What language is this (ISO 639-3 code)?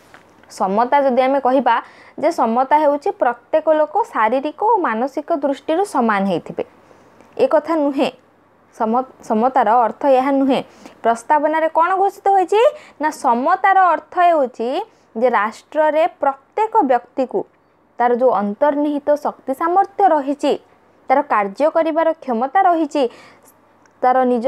ori